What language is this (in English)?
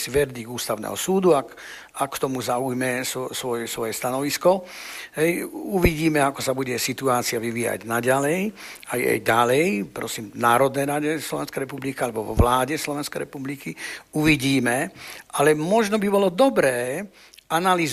Slovak